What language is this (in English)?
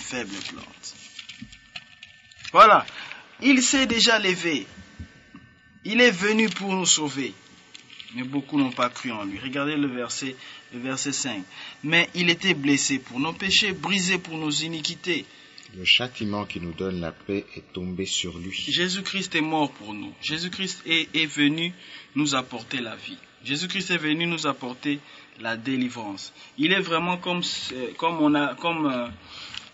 French